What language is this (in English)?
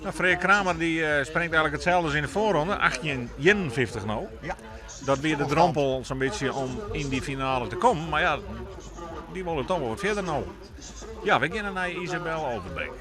Western Frisian